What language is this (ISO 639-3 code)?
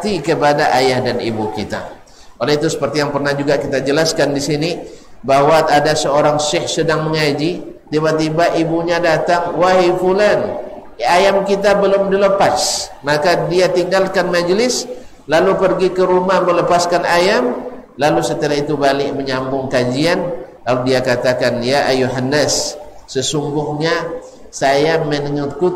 msa